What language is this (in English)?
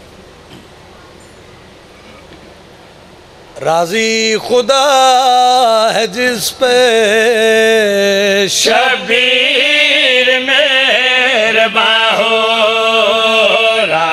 Urdu